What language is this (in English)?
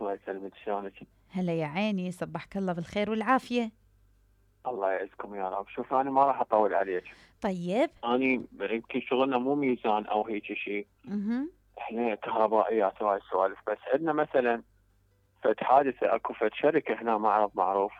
Mesopotamian Arabic